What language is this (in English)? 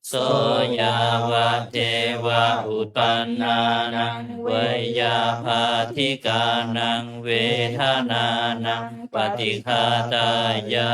Pali